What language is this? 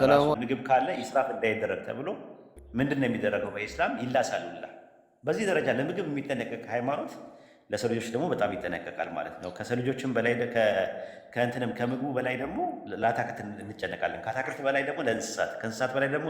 Amharic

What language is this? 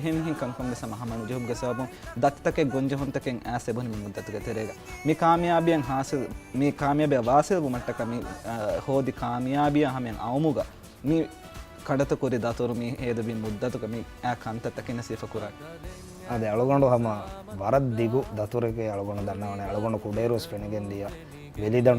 Divehi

